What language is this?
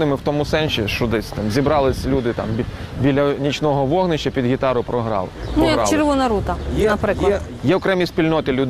Ukrainian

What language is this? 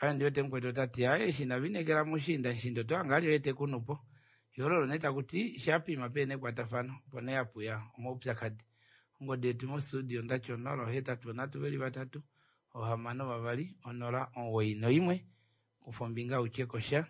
Kuanyama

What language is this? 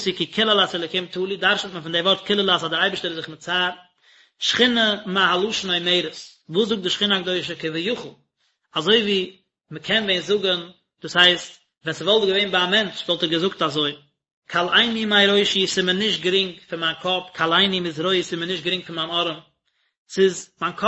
Yiddish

